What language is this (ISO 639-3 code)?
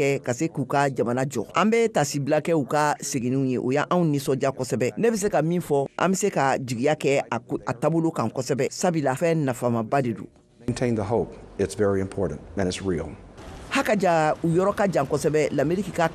bam